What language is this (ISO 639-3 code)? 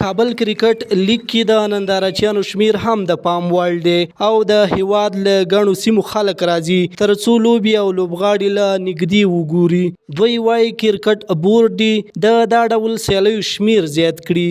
pus